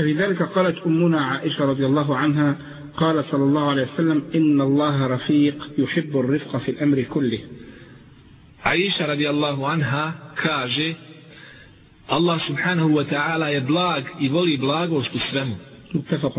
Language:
Bosnian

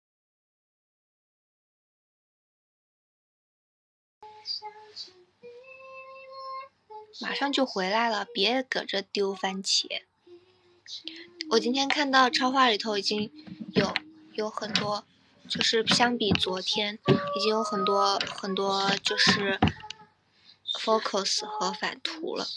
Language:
Chinese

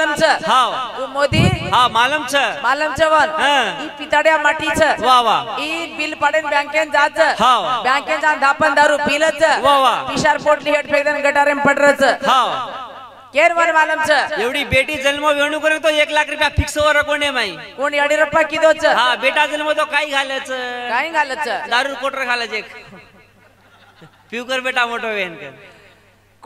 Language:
Lambadi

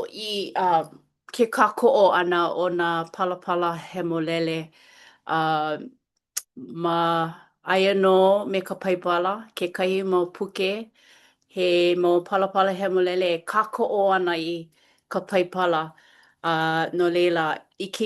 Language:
Hawaiian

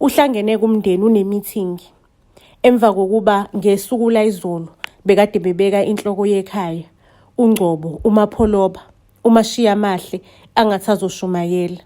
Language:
Zulu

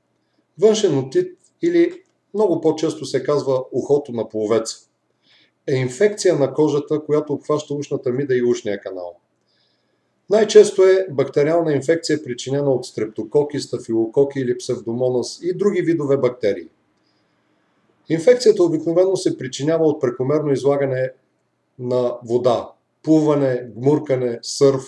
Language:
Bulgarian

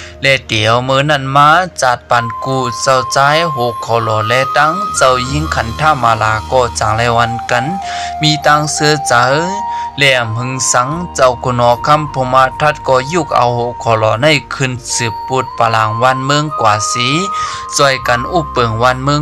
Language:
Shan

